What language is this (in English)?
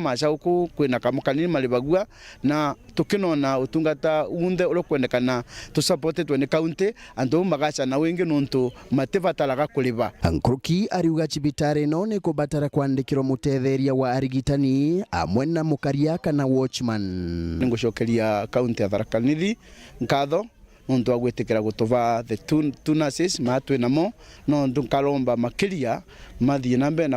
Meru